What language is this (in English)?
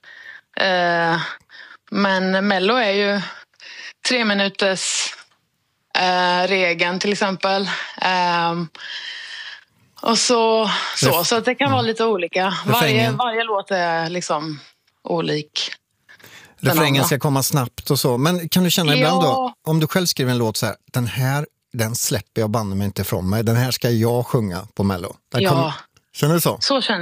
Swedish